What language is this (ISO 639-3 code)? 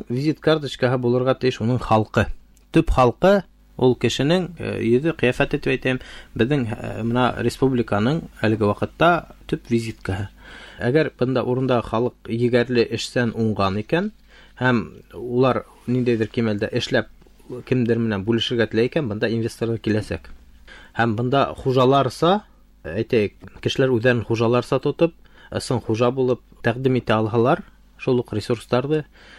bak